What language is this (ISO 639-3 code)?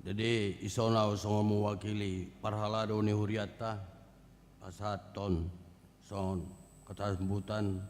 bbc